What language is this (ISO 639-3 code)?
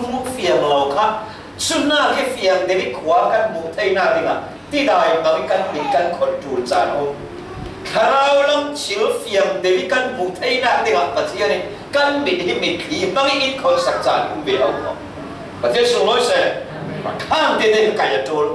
cfm